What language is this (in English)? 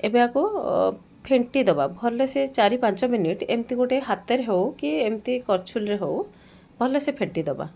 Odia